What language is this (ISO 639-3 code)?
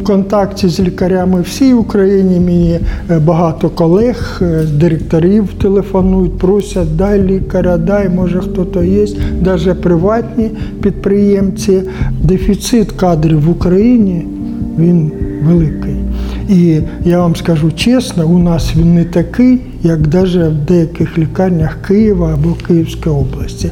ukr